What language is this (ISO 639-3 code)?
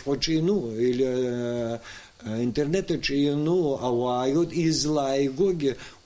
abk